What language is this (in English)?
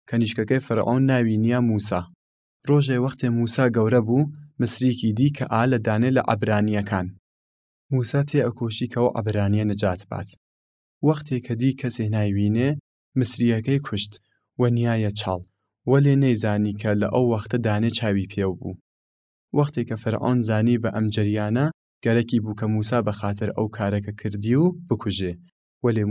Southern Kurdish